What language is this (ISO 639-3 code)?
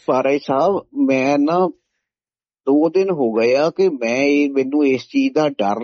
pan